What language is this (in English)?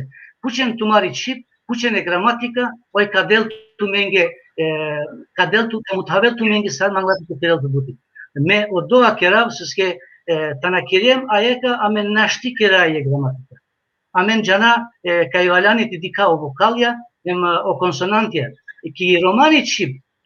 Balkan Romani